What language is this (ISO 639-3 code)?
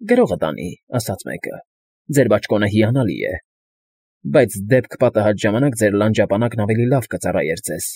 hye